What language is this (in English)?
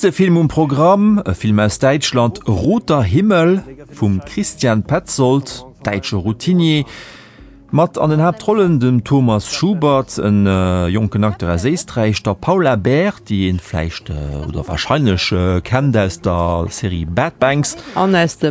Luxembourgish